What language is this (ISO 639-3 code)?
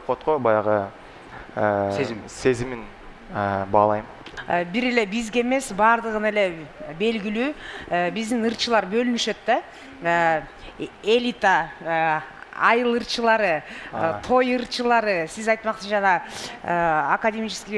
kir